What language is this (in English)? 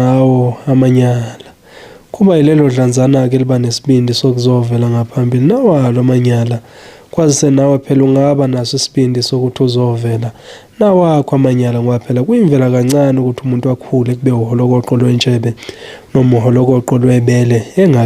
Zulu